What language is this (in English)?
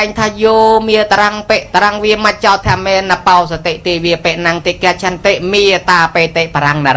Khmer